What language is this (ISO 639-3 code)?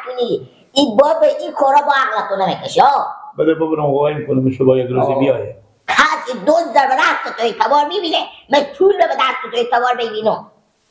fas